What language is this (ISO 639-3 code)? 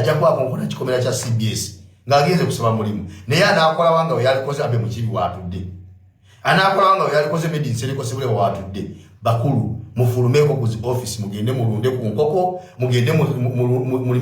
lug